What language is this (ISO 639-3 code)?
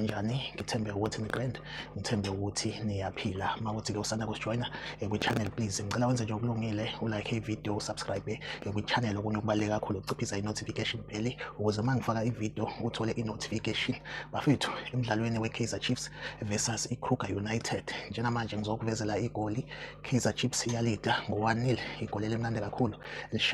zul